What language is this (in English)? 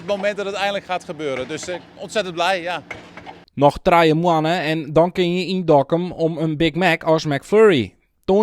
Western Frisian